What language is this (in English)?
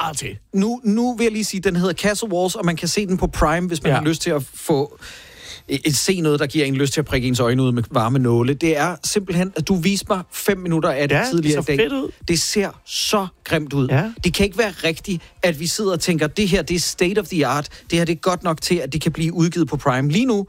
Danish